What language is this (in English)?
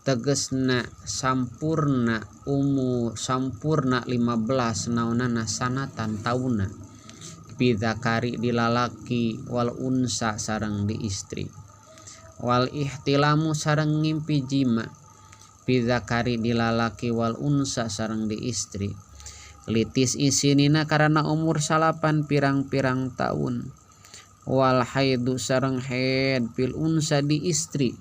Sundanese